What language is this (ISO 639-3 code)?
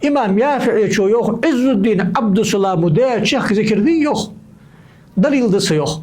inh